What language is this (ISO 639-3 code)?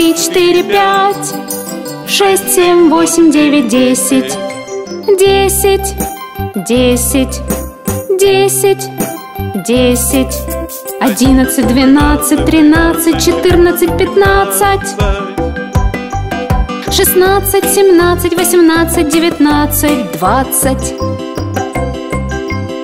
rus